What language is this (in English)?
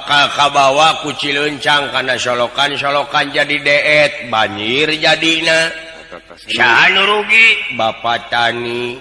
Sundanese